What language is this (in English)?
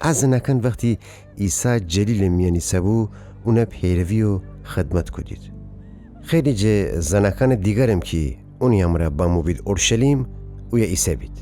Gilaki